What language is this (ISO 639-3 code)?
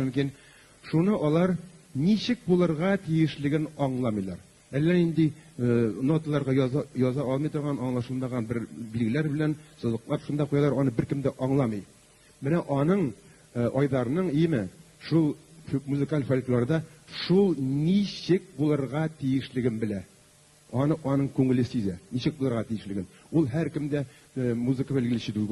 tat